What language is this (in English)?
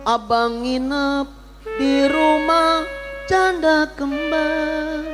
Betawi